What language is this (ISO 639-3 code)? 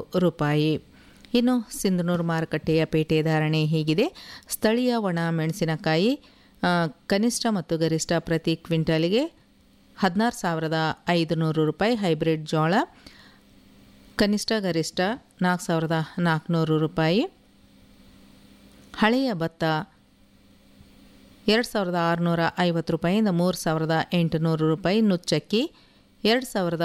kan